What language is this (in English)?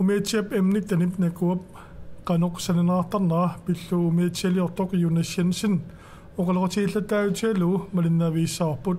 Kalaallisut